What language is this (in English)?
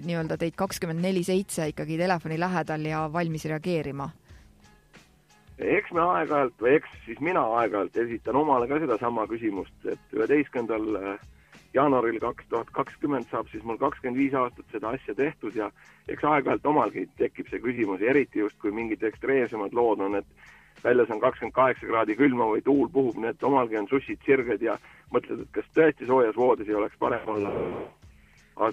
Estonian